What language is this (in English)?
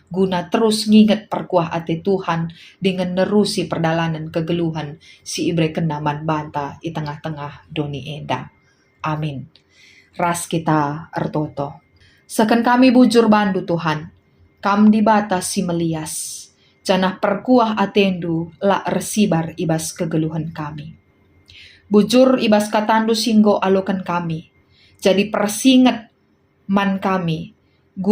Batak Karo